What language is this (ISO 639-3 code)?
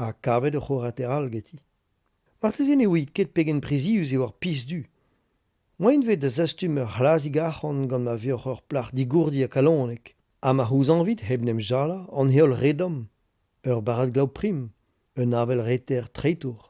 bre